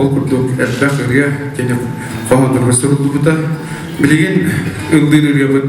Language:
Yakut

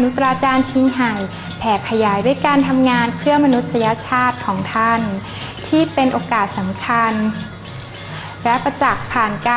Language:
Thai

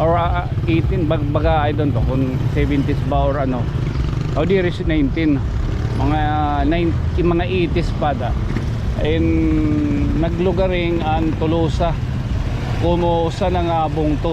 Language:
Waray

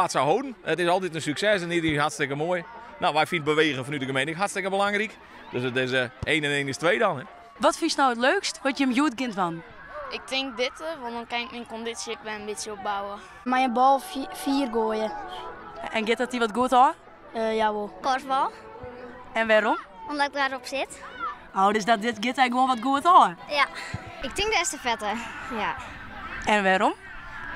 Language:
Western Frisian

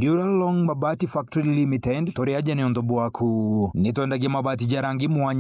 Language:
Meru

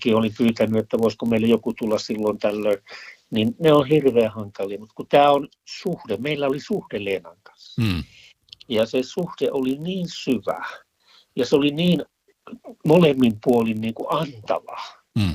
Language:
Finnish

